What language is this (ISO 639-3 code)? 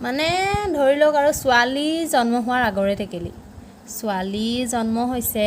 asm